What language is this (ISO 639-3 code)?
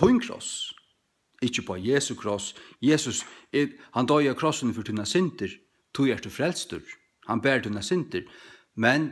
fao